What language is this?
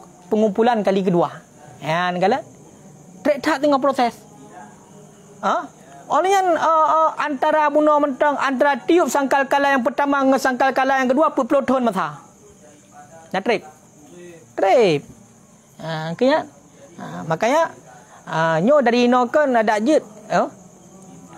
Malay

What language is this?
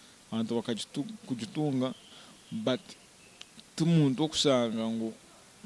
Nyankole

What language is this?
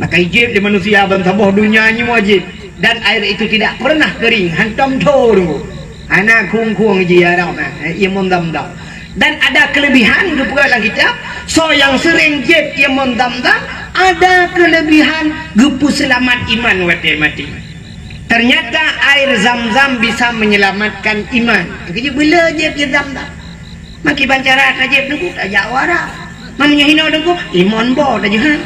Achinese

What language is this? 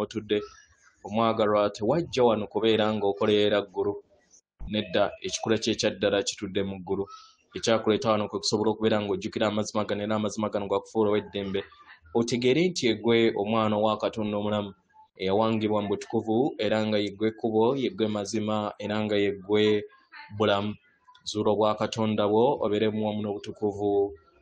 Ganda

